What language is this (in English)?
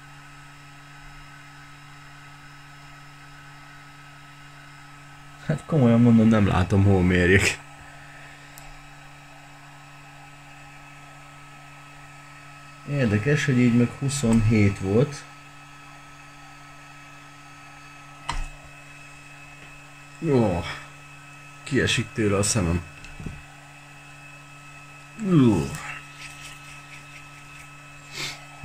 Hungarian